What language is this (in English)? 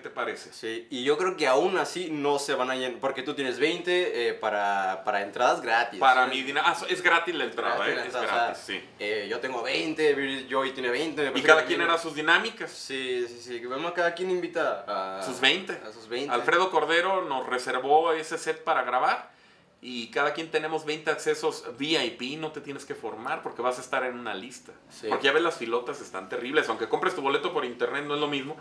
Spanish